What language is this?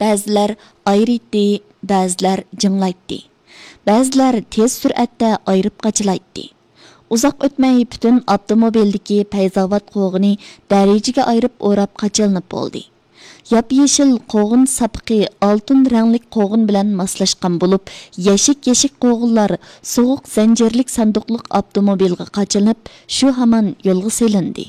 Uyghur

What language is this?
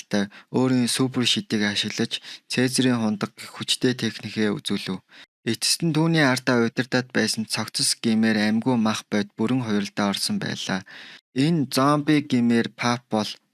Mongolian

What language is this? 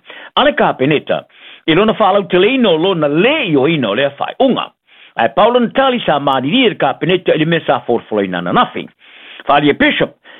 Samoan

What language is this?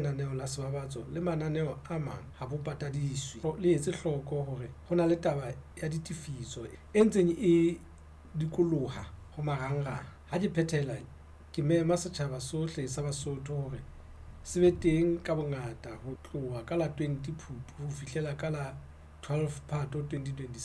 Southern Sotho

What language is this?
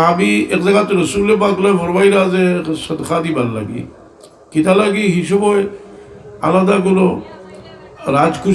Sylheti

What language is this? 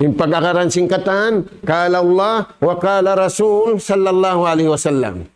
Tausug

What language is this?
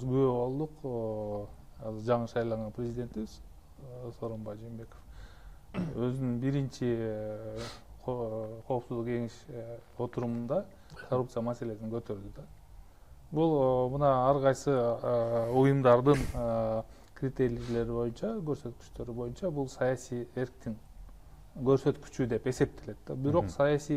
Kyrgyz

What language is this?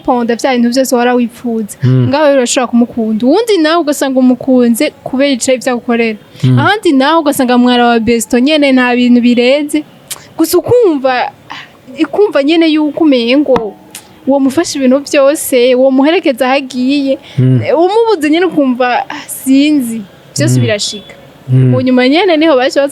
Rundi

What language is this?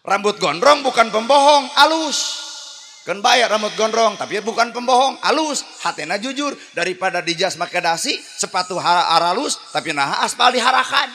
Sundanese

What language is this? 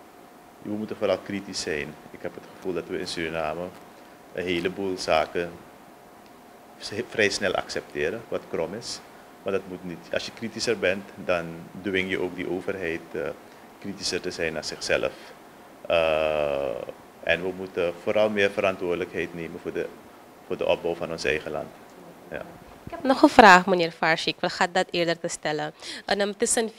Dutch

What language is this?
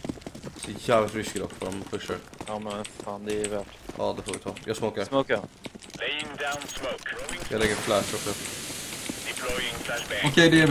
Swedish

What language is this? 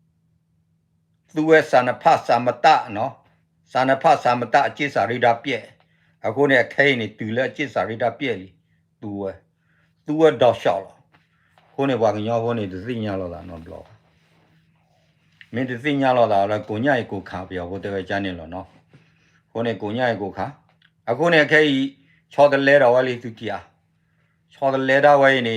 S'gaw Karen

